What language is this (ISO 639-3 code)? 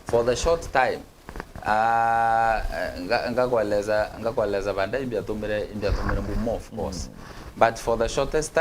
mer